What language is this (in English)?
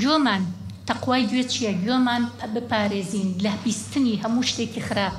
Central Kurdish